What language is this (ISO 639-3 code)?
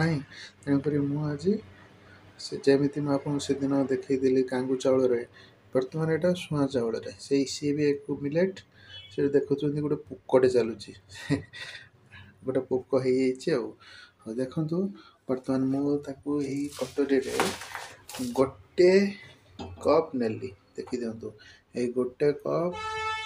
ori